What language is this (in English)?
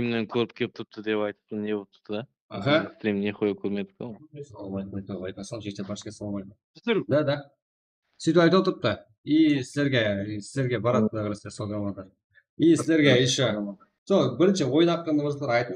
Kara-Kalpak